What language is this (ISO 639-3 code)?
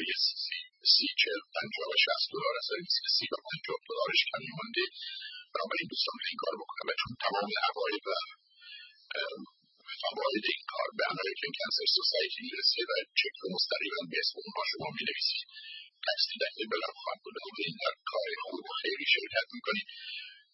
fas